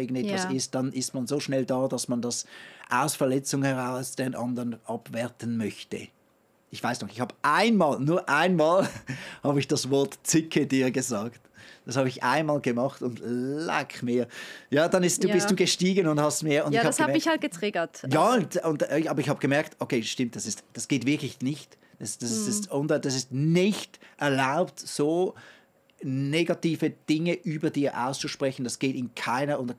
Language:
Swiss German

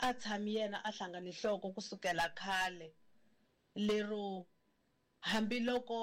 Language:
Tsonga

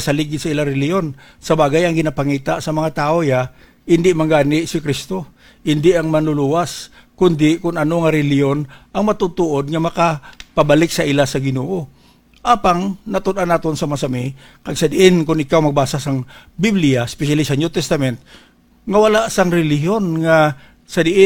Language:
Hiligaynon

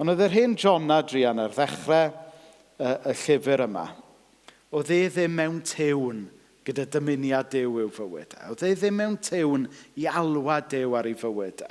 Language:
Welsh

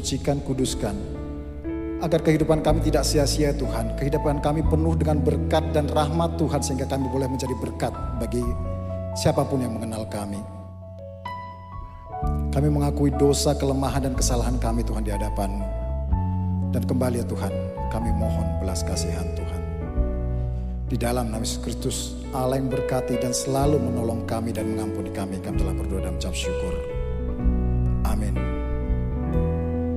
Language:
Indonesian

